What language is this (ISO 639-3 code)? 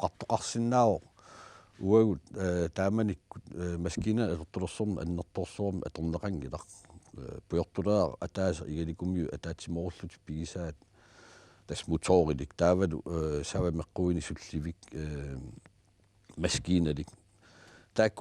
kal